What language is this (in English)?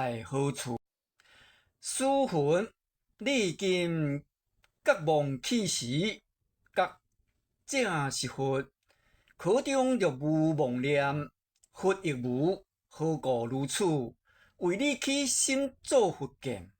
Min Nan Chinese